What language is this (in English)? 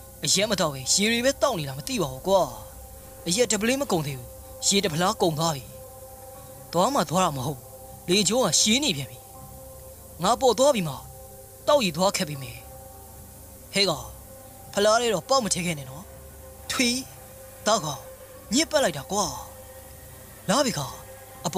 Burmese